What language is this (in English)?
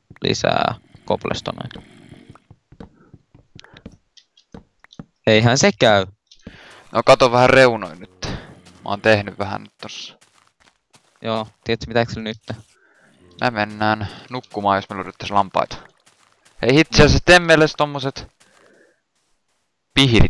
Finnish